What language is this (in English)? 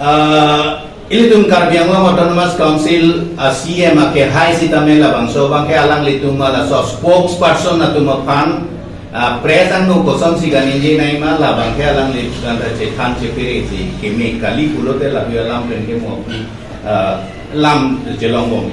Karbi